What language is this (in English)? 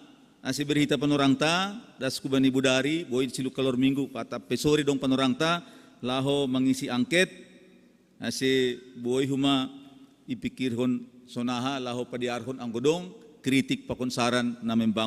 Batak Simalungun